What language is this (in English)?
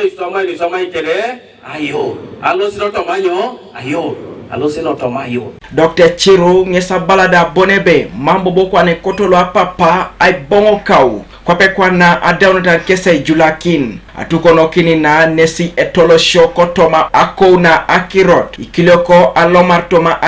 Teso